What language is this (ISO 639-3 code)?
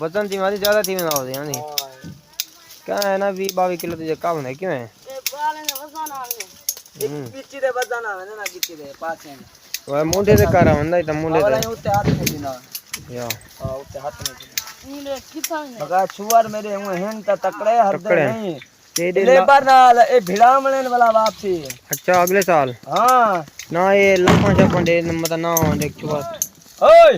skr